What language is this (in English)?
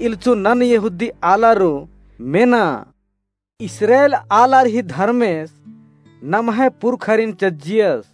Kurukh